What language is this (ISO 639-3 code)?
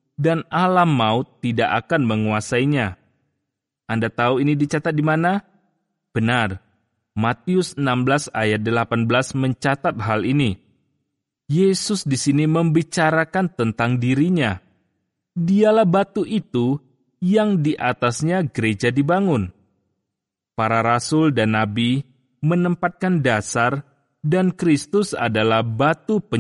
ind